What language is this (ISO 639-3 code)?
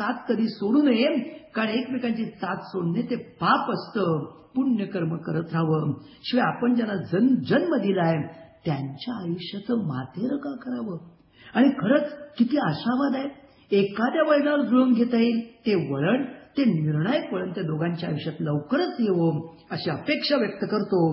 mar